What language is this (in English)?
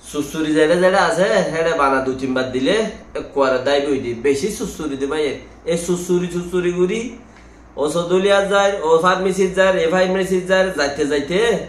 Rohingya